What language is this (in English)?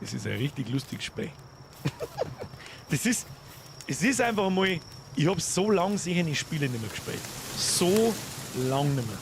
Bavarian